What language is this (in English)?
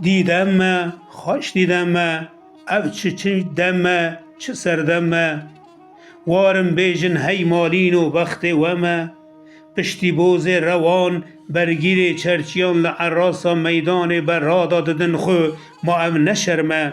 Kurdish